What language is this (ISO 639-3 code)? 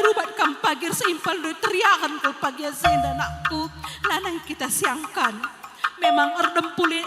btx